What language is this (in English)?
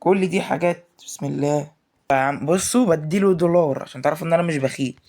Egyptian Arabic